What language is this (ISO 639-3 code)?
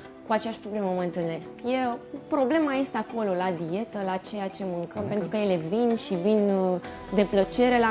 ron